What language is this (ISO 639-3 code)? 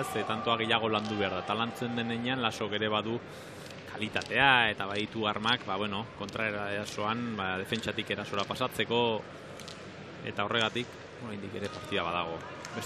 eus